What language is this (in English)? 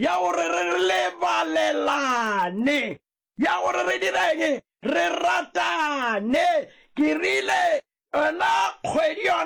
Northern Sotho